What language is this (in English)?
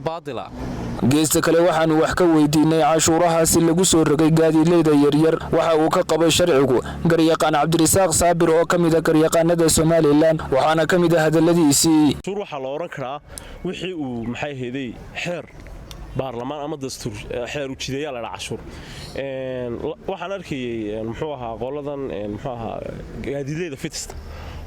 Somali